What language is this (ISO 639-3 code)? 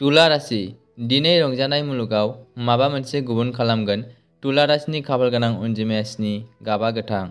brx